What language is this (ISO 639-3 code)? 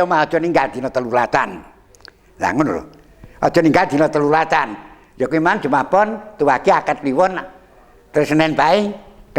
jav